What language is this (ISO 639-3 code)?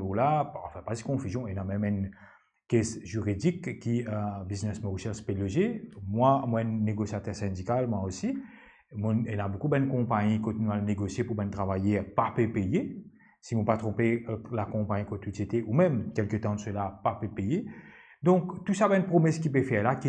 mfe